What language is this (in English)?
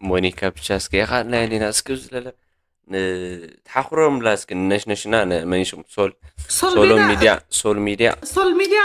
Tigrinya